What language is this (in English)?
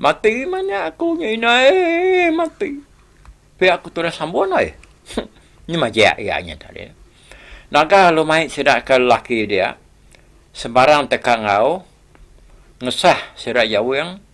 Iban